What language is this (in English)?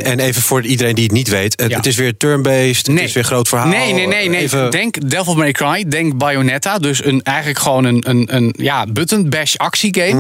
Dutch